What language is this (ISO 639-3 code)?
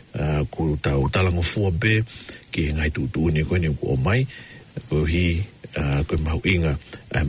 ton